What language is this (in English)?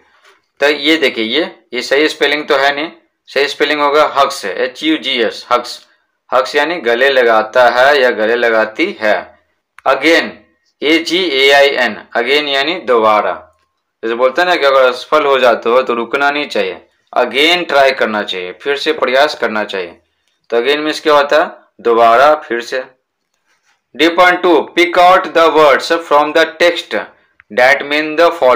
Hindi